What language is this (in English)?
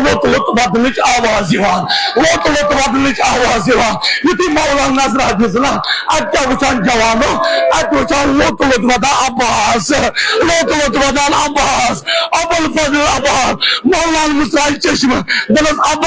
Kashmiri